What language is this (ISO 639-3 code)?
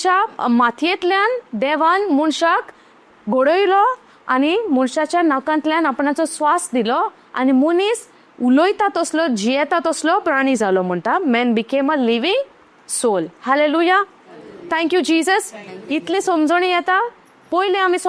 kok